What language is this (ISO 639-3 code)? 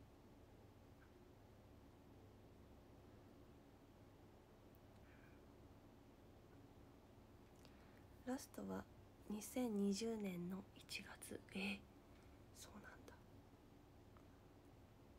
jpn